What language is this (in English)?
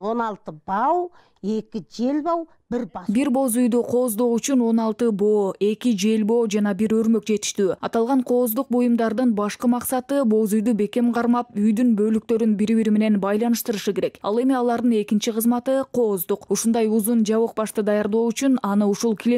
Kyrgyz